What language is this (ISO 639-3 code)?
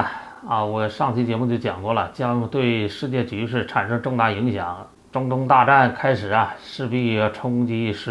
zho